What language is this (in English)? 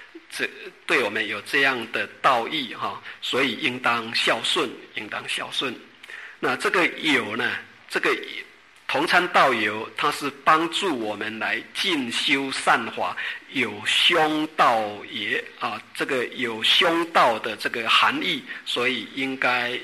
Chinese